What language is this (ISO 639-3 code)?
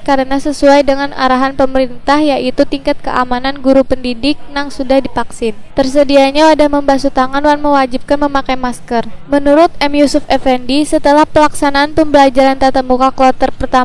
bjn